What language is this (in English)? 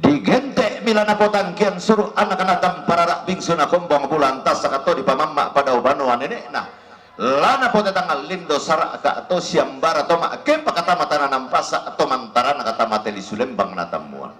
Toraja-Sa'dan